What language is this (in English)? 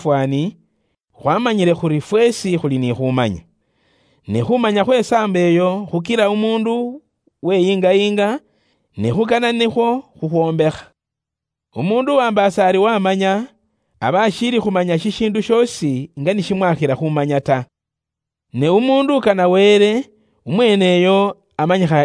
Luyia